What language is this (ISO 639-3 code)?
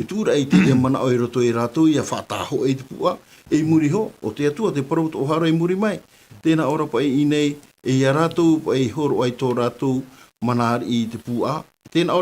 tah